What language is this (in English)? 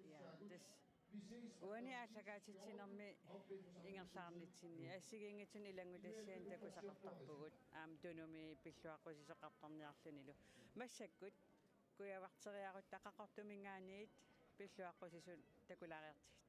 Kalaallisut